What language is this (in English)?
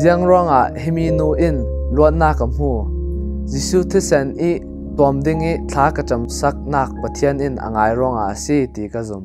Falam Chin